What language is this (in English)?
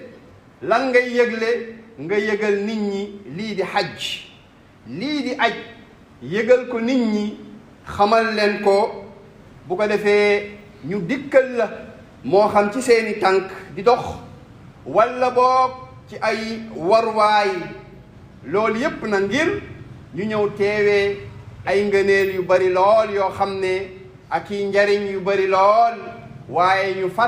Wolof